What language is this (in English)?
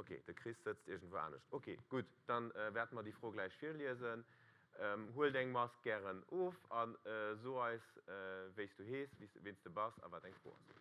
Luxembourgish